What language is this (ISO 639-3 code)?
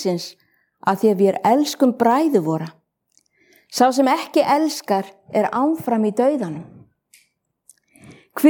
isl